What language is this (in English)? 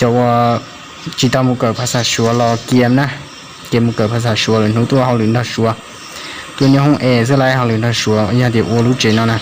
Hmong